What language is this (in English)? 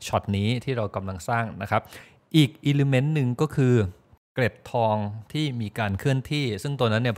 Thai